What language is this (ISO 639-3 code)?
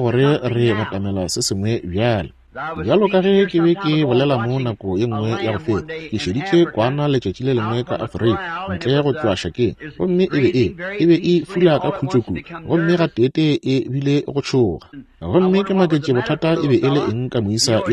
nso